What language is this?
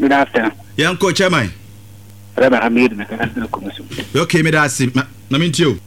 Akan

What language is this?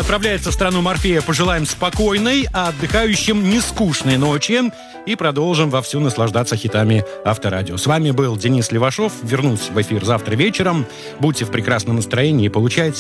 Russian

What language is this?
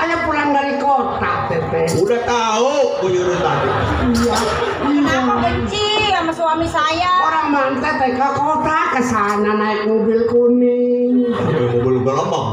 Betawi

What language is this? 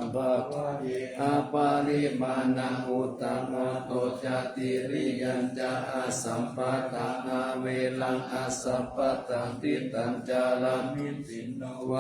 Pali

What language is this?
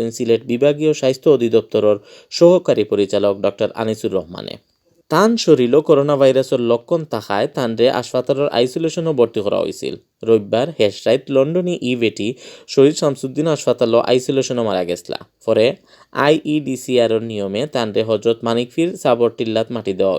Sylheti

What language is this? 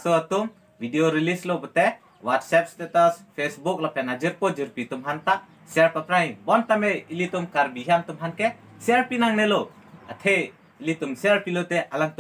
Karbi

